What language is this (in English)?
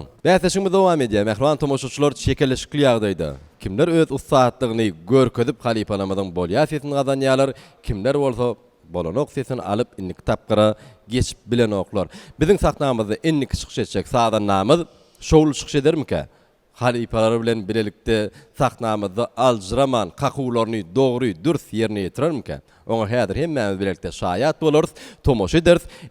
Turkmen